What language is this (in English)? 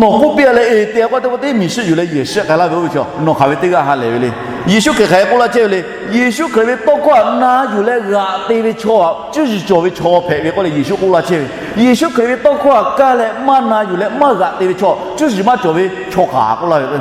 Lahu